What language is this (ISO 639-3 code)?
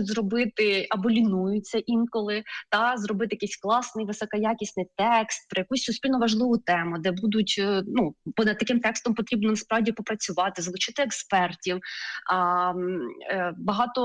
ukr